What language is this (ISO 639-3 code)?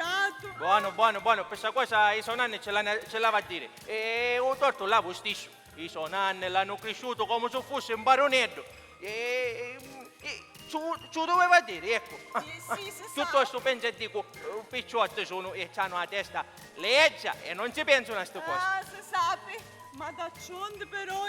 scn